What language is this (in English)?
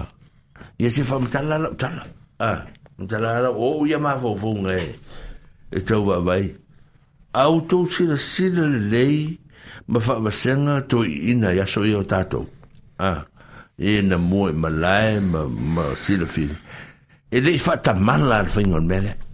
Samoan